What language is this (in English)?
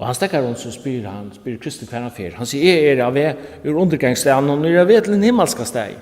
Faroese